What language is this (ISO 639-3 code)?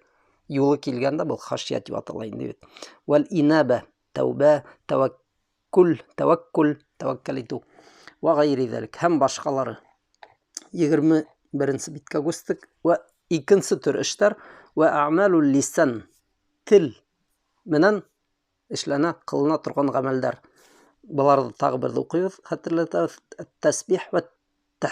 bak